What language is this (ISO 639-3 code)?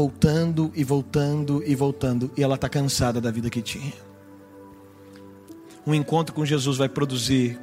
por